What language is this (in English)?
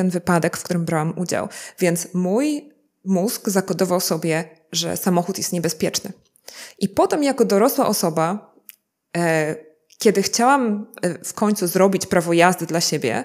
Polish